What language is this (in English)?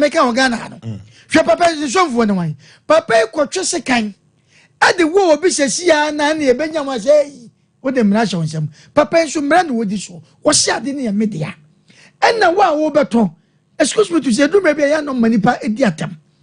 Akan